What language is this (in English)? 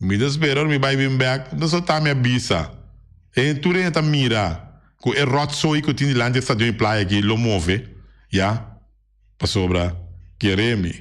Papiamento